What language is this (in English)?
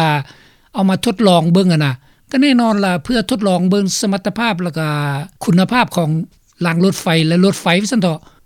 Lao